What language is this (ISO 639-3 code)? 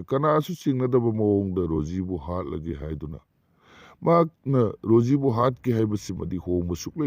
mni